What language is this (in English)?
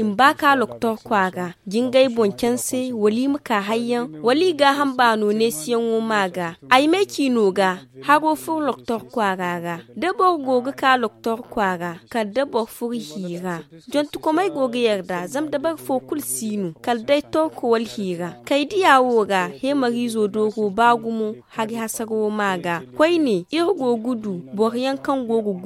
Zarma